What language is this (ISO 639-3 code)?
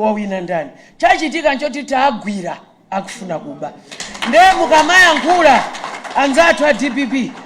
nya